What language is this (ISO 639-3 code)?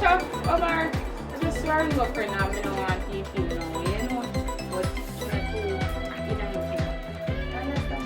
jam